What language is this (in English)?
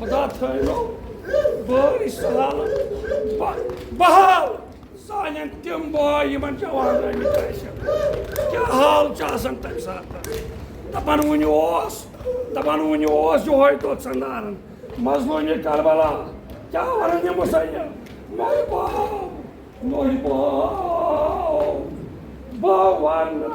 Kashmiri